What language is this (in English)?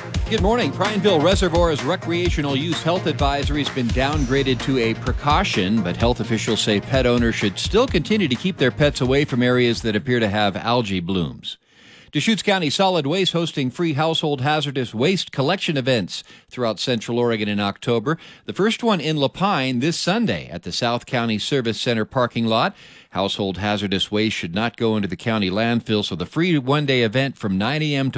English